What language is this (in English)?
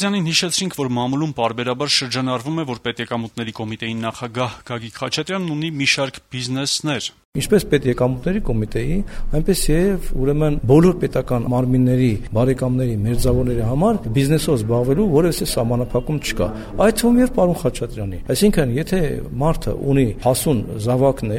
Armenian